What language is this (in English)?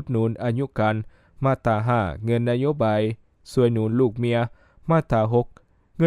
Lao